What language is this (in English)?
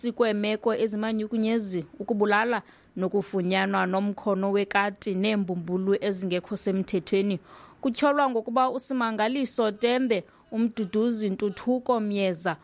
Xhosa